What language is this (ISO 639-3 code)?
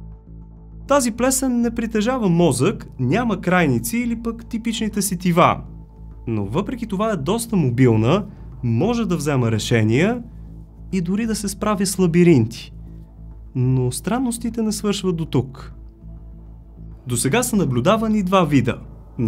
bul